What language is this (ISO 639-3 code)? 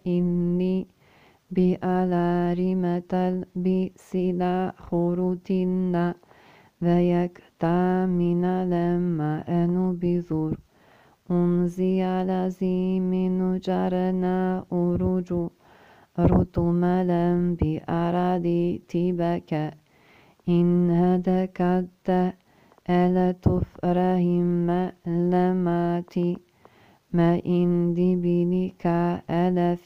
ara